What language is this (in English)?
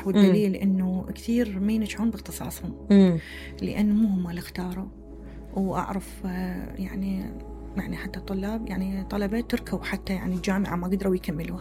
Mesopotamian Arabic